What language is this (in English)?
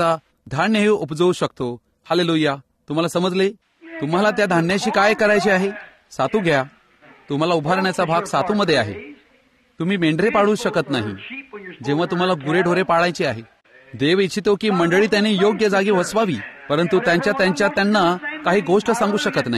Marathi